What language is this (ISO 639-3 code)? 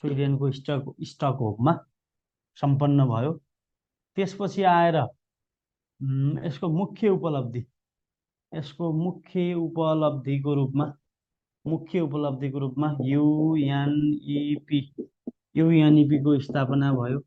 nep